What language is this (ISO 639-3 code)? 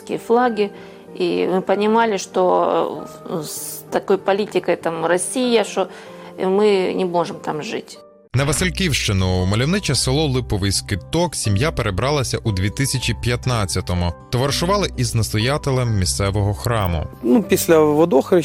ukr